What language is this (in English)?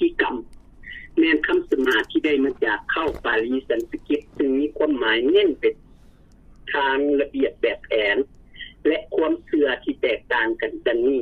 Lao